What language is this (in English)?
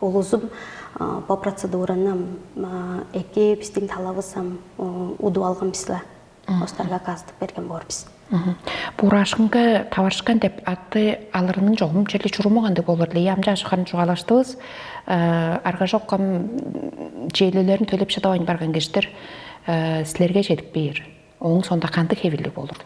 Tuvinian